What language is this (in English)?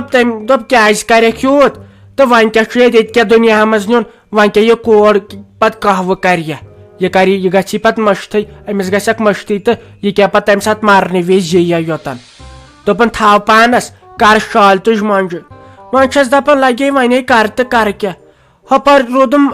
Kashmiri